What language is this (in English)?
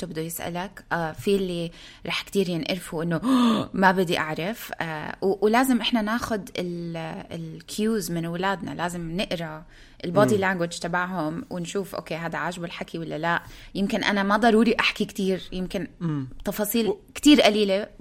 North Levantine Arabic